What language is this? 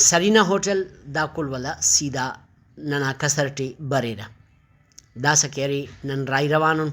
Brahui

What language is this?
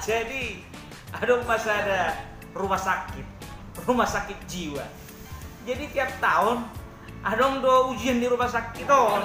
Batak Toba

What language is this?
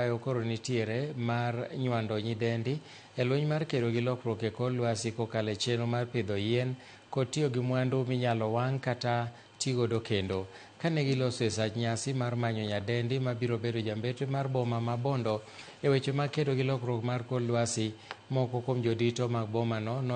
Luo (Kenya and Tanzania)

